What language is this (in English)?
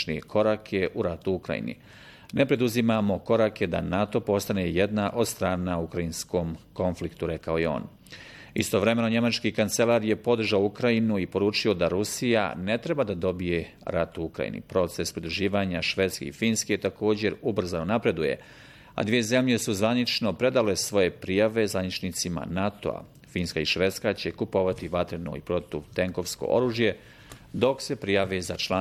Bosnian